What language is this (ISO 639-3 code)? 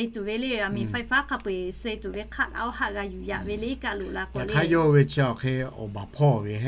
lhu